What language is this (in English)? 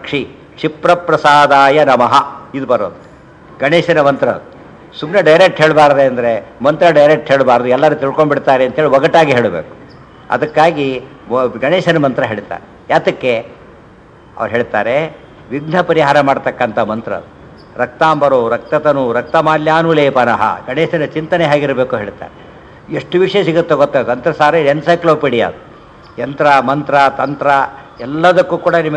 Kannada